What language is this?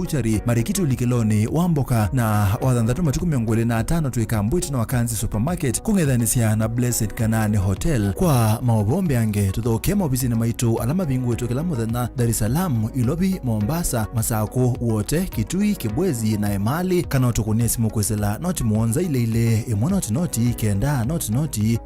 Kamba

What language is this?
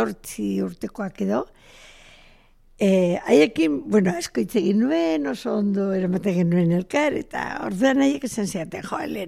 Basque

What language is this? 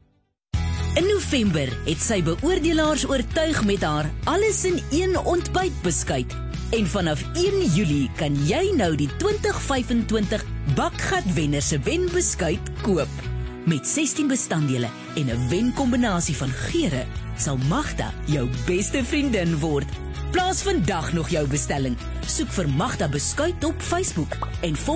Afrikaans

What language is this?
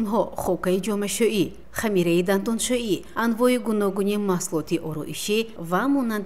Tajik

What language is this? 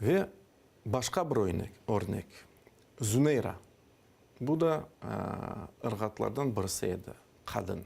Crimean Tatar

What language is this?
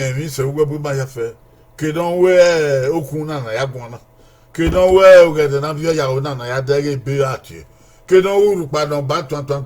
Bini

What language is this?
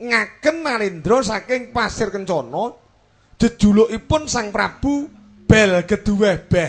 Javanese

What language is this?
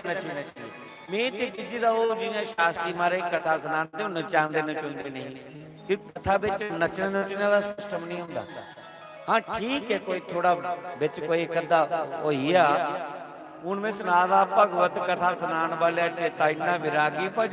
Dogri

